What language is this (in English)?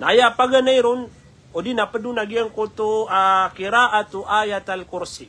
Maranao